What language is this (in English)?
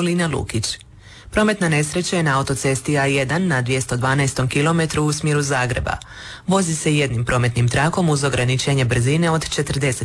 Croatian